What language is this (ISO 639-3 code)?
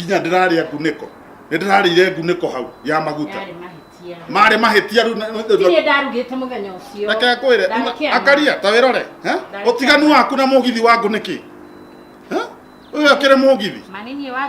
kik